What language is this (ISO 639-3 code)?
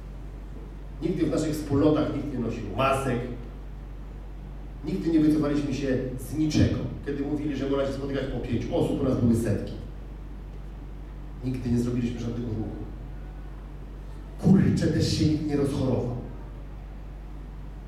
pol